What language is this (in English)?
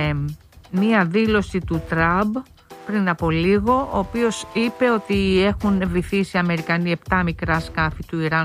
Greek